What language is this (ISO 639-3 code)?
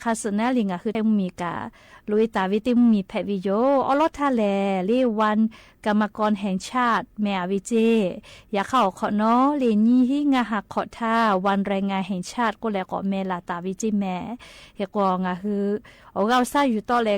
lhu